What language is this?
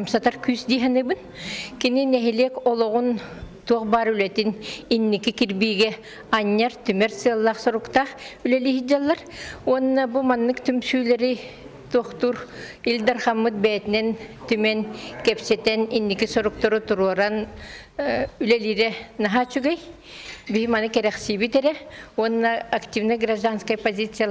Yakut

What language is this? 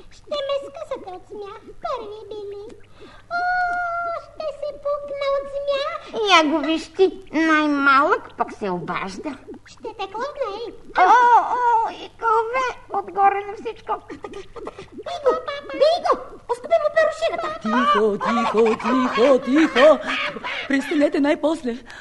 Bulgarian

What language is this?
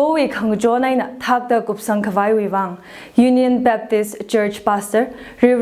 Tangkhul Naga (India)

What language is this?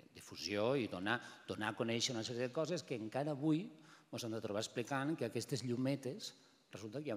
Catalan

